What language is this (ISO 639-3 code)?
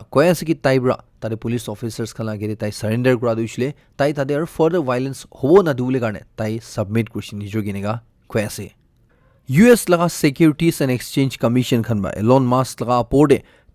nag